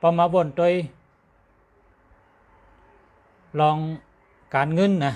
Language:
Shan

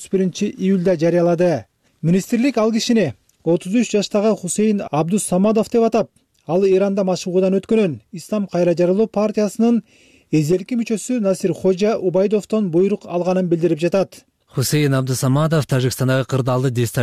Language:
Kyrgyz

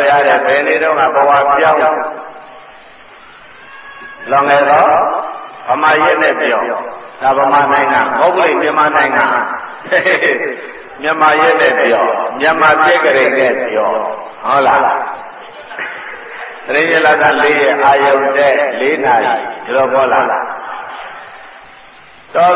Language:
Burmese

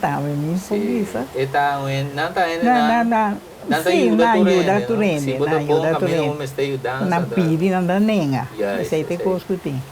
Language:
Papiamento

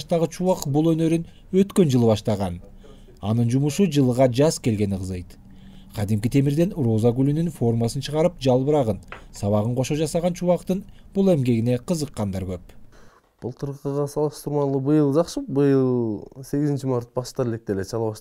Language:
Kyrgyz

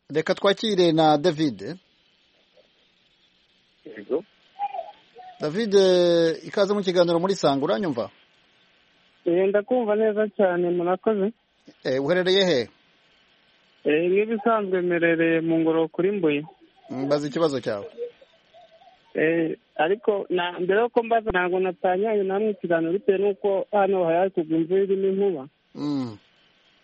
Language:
Kinyarwanda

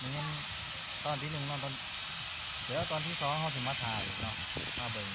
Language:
Lao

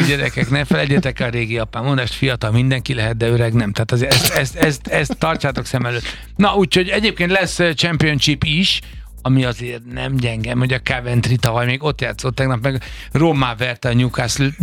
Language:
Hungarian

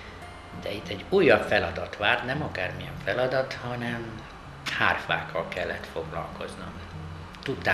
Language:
Hungarian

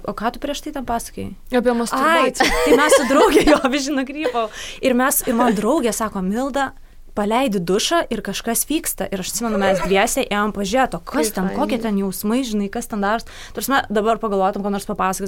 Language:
Lithuanian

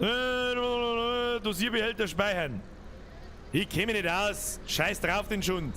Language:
Bavarian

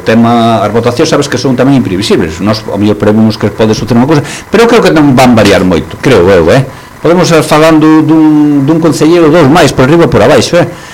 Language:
Galician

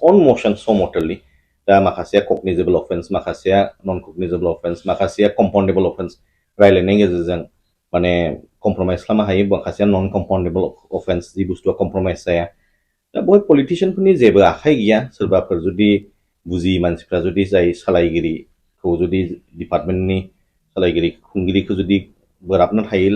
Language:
Bodo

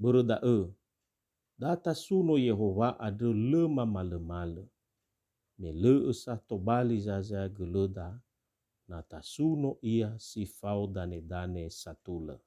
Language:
Nias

